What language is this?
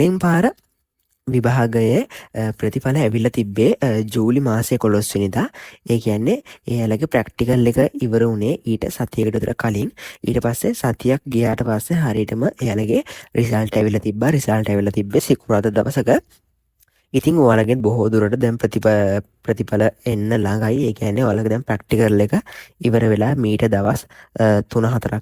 Sinhala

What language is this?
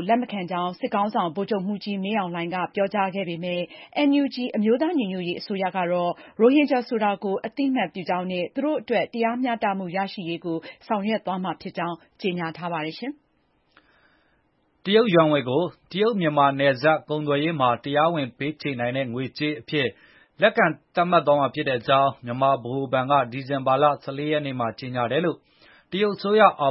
Burmese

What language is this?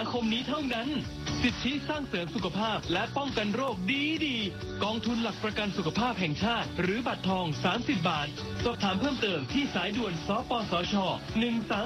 Thai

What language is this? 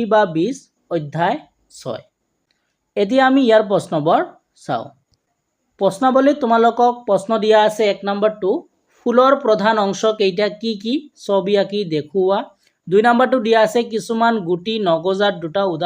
Assamese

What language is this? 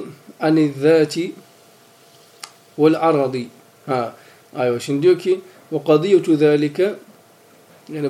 Turkish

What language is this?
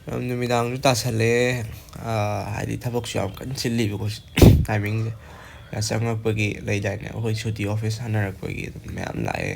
Manipuri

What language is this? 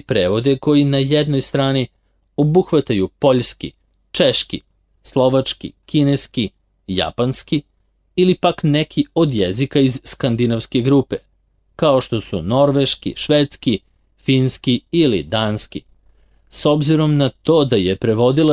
Serbian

